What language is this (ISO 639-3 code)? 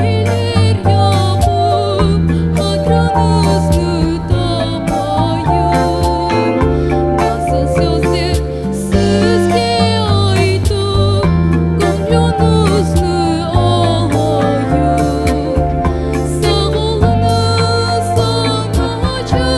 crh